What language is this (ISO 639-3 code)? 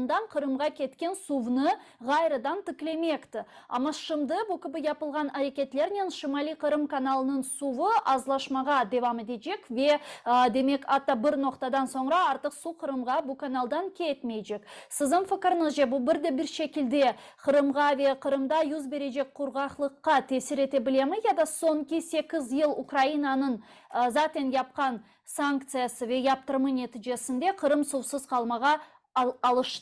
crh